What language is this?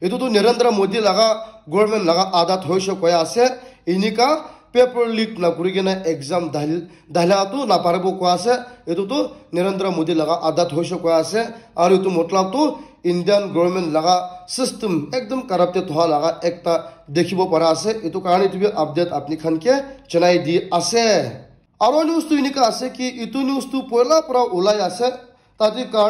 Naga Pidgin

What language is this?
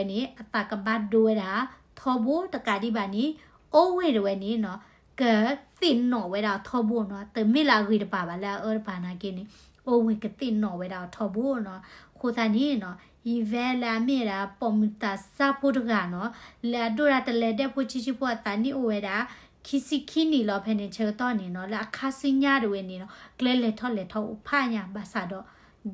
S'gaw Karen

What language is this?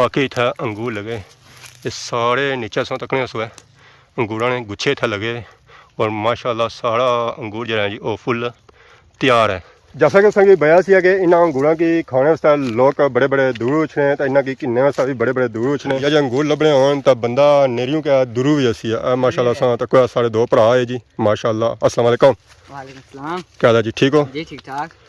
Pahari-Potwari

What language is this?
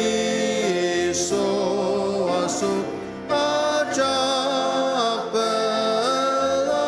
Ao Naga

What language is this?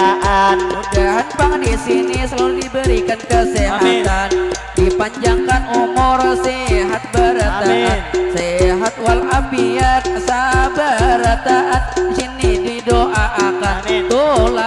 Banjar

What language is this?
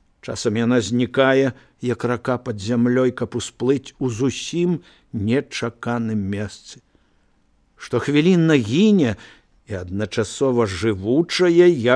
Belarusian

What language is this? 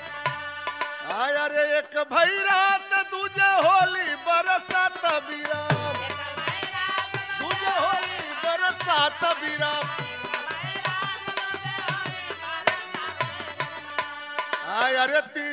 Bhojpuri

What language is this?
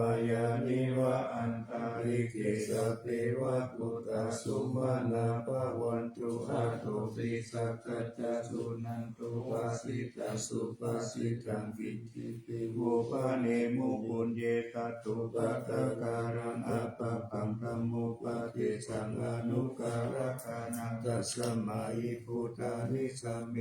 Pali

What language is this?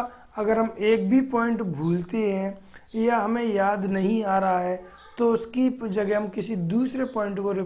Hindi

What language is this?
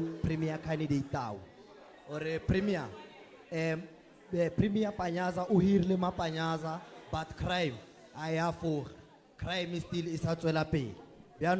Tswana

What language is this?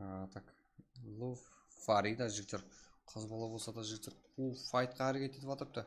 Kara-Kalpak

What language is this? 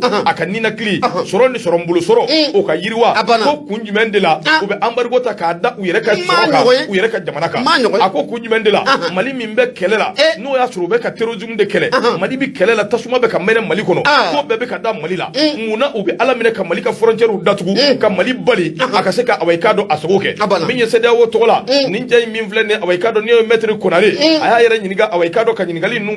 Bambara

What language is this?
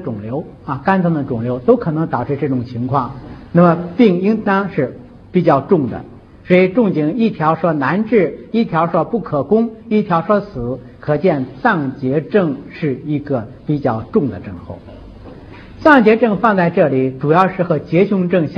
Chinese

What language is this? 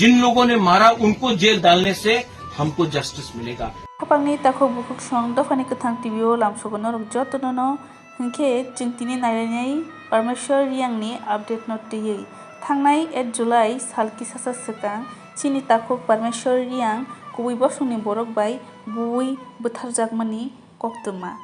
Kok Borok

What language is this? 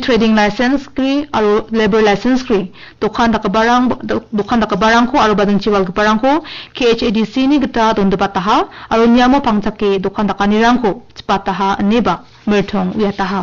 Garo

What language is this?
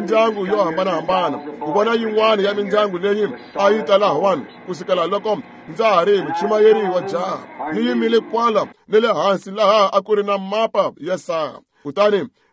Tsonga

